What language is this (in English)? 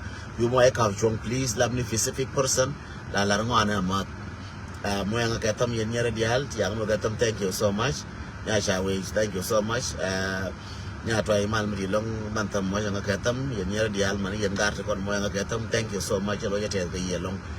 Nuer